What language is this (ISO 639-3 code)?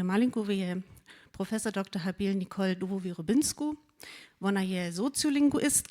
hsb